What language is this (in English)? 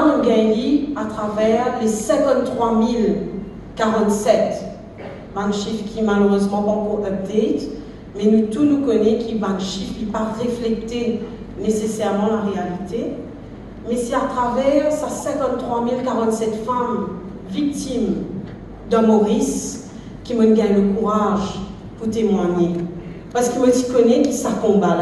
Morisyen